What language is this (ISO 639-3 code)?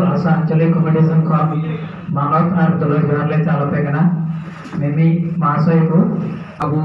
sat